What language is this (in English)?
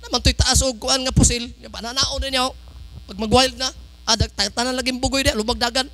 Cebuano